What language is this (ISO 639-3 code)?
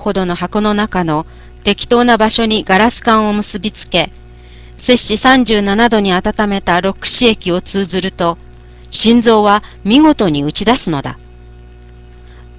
jpn